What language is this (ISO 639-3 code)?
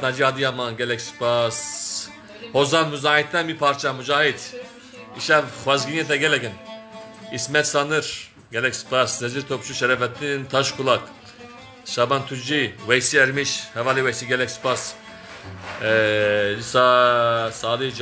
kur